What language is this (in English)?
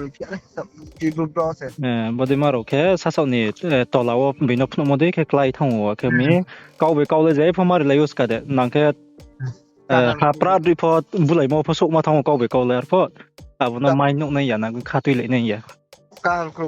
Riang (India)